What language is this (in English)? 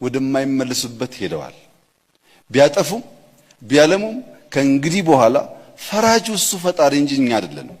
Amharic